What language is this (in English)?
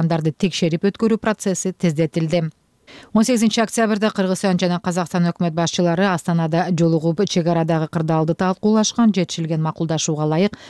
Kyrgyz